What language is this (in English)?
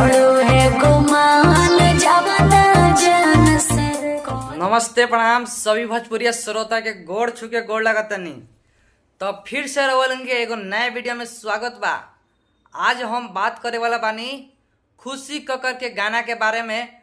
Bhojpuri